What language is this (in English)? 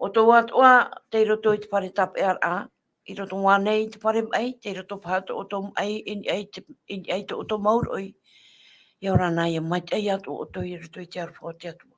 Tahitian